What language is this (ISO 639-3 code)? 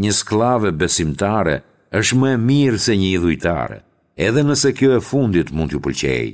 sqi